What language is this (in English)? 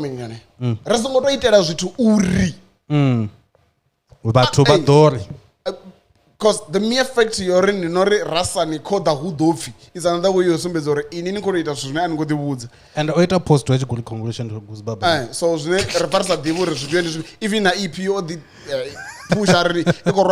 Venda